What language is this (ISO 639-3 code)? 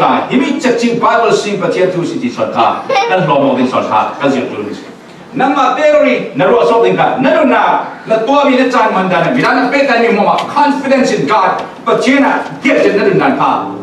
cfm